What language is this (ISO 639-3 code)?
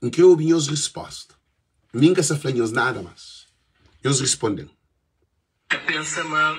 kea